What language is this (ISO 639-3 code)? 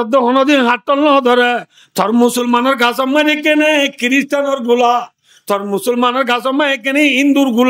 rhg